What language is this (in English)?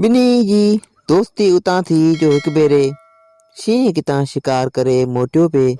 Sindhi